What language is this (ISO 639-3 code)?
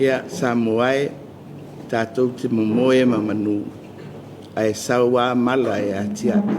smo